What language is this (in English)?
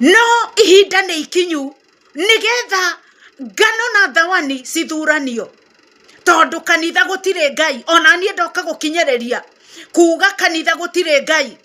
Kikuyu